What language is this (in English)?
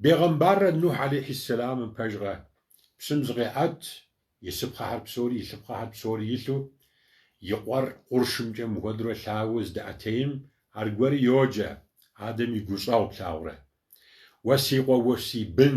Kabardian